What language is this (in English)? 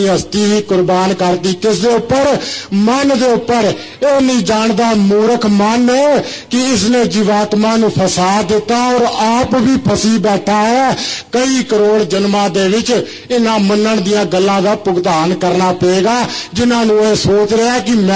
Punjabi